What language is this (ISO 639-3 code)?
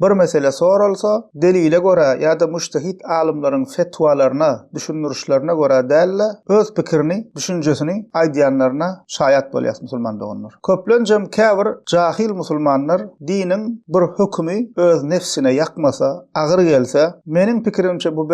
tuk